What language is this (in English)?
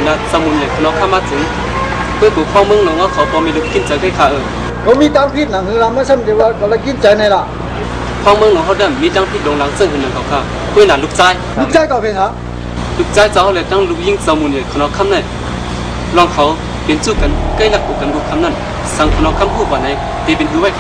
Shan